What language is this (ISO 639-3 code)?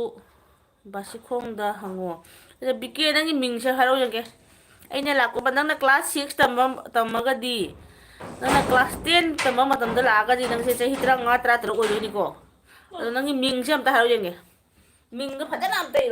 mni